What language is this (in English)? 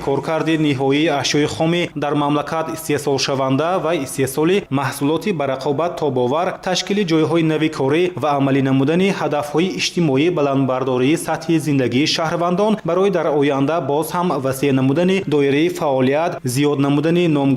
Tajik